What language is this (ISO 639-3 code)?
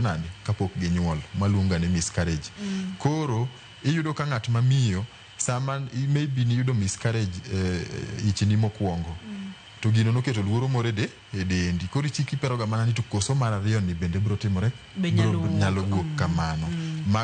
luo